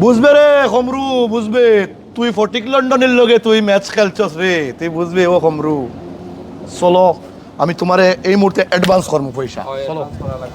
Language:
Sylheti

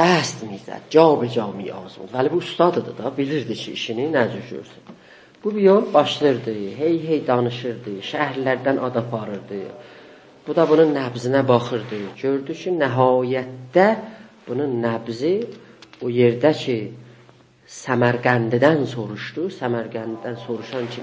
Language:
South Azerbaijani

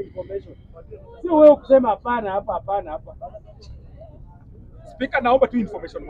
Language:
Swahili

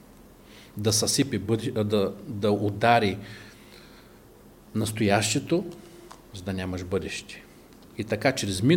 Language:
Bulgarian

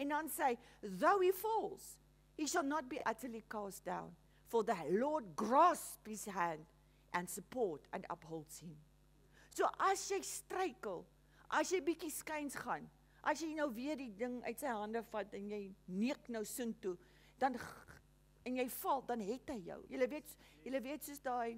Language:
Afrikaans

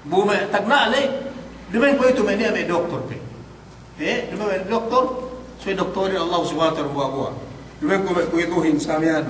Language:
Yakan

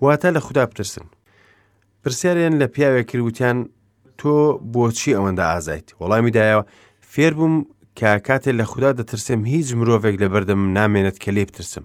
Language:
Central Kurdish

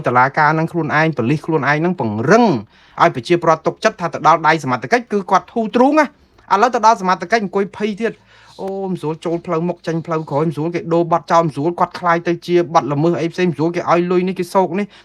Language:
Khmer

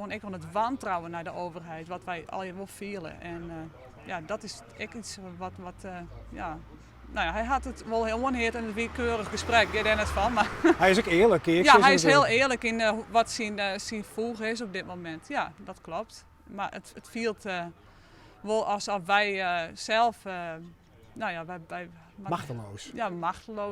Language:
Western Frisian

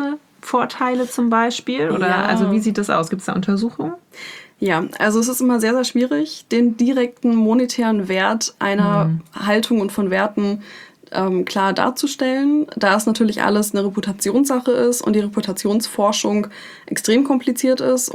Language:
German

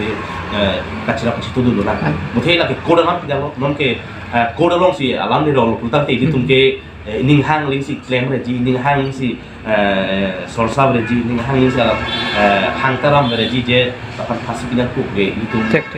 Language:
Karbi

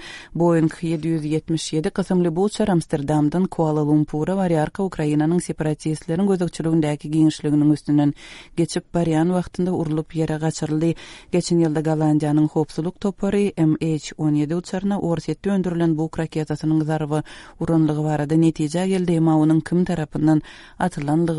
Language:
Turkmen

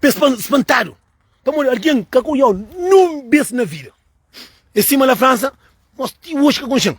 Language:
Kabuverdianu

